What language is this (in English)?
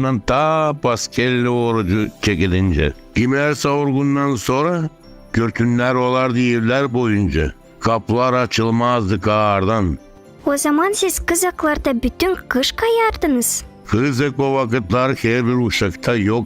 Gagauz